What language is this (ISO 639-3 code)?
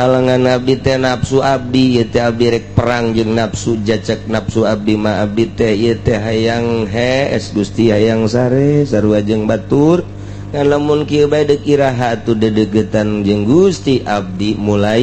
sun